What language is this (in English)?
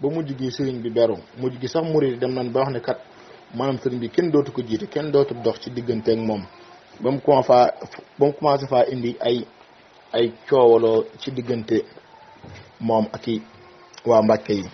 Wolof